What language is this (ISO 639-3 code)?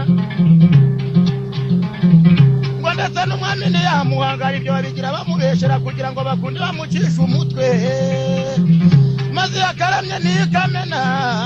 kin